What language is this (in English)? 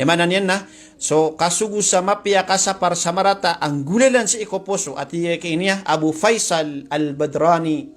Maranao